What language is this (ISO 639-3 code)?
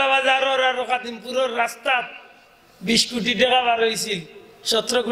syl